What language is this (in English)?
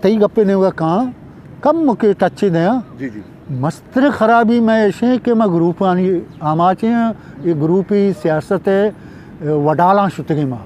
Eastern Balochi